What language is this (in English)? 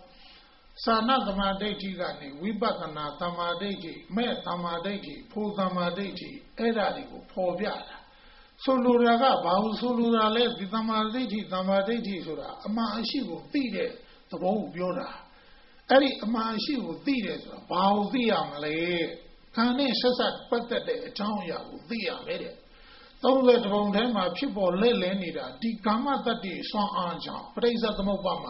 Burmese